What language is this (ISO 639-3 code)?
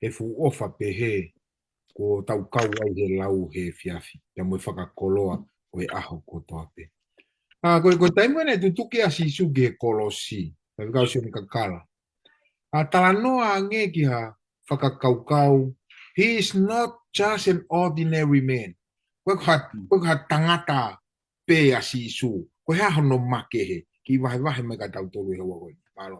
ton